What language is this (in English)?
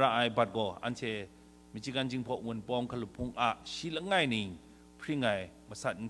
Kachin